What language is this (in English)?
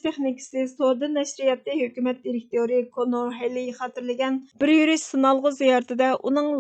Uyghur